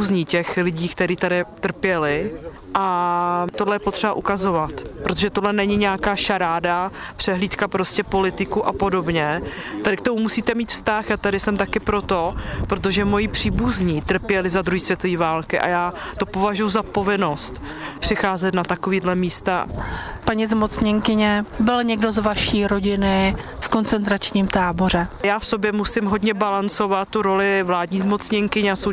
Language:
Czech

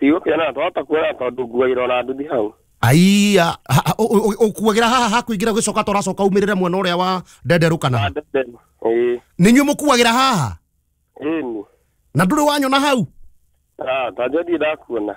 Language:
Kikuyu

